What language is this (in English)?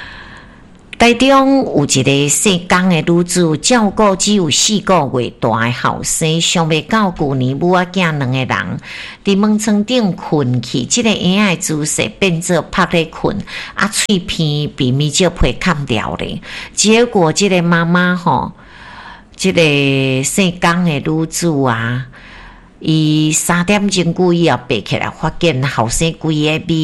Min Nan Chinese